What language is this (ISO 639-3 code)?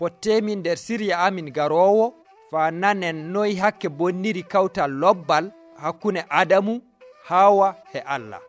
fuv